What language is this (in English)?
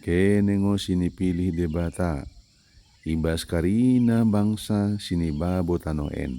Batak Dairi